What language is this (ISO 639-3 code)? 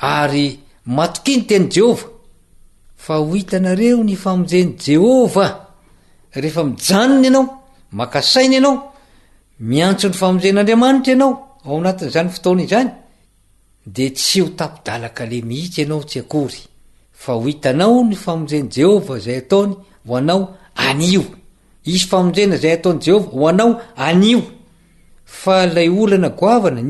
mlg